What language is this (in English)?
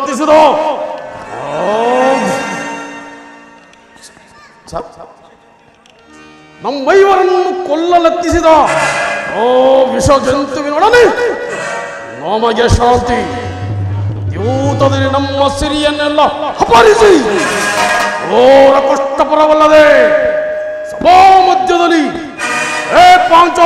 Kannada